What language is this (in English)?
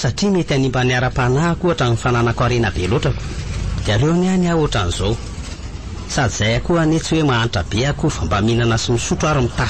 Malagasy